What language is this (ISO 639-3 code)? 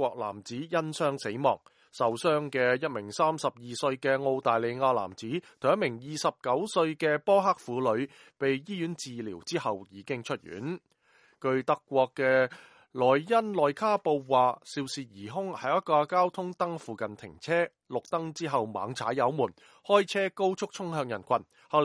yue